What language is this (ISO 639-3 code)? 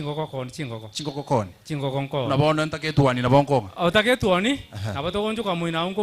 guz